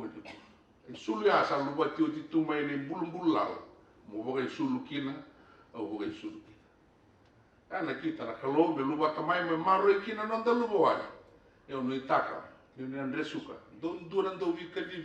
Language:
Fijian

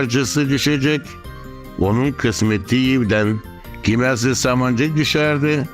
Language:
Gagauz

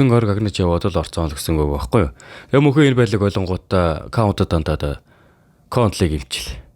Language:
Mongolian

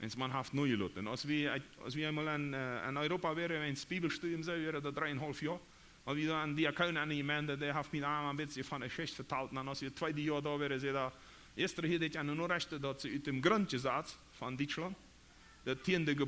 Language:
Plautdietsch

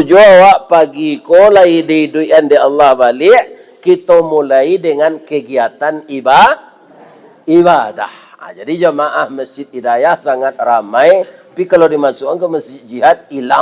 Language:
Minangkabau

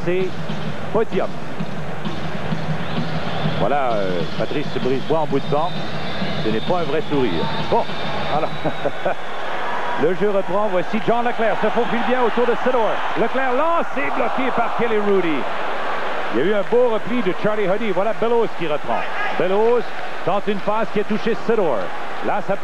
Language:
French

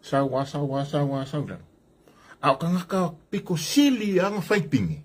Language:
Samoan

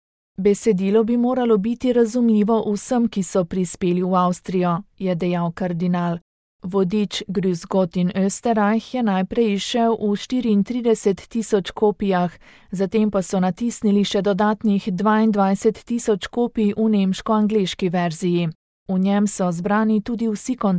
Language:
Slovenian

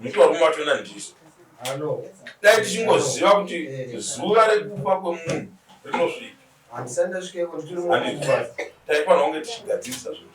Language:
Shona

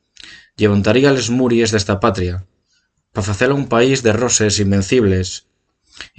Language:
Asturian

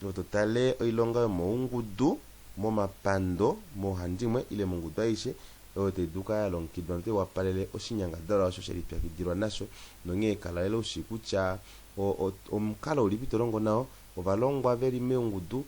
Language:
Kuanyama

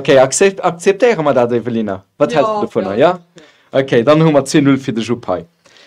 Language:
Luxembourgish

